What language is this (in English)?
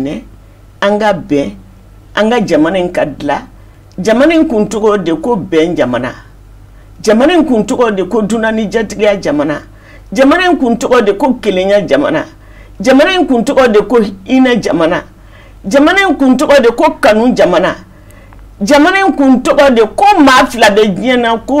Bambara